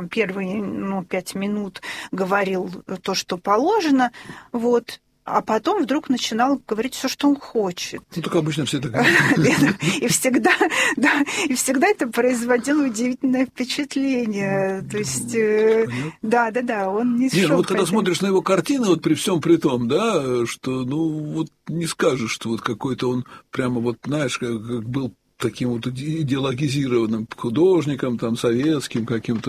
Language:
Russian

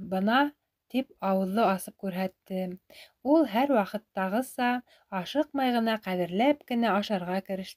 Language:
Bashkir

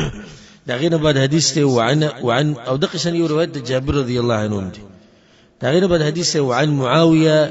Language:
Pashto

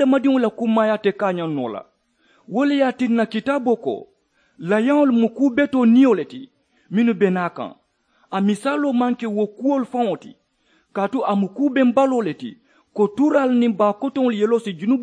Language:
Mandingo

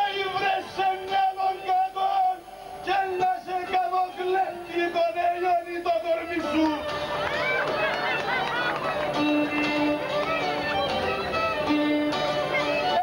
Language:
Greek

